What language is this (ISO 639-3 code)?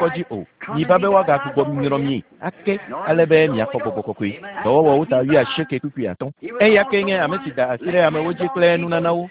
ewe